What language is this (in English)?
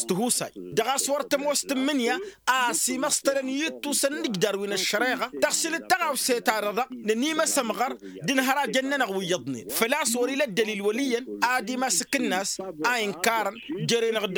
Tamasheq